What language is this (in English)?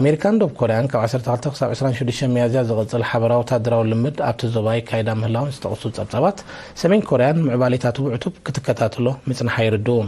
Tigrinya